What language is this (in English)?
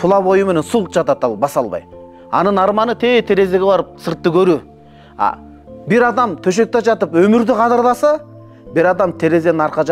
Kyrgyz